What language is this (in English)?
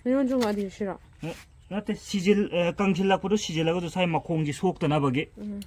Manipuri